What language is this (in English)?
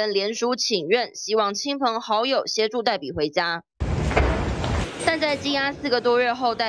Chinese